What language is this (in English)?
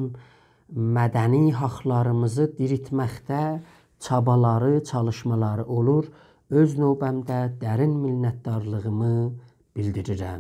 South Azerbaijani